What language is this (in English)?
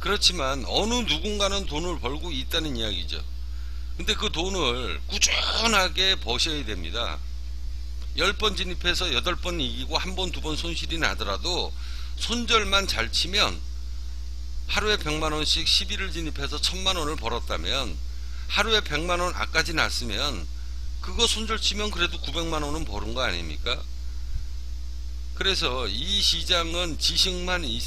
Korean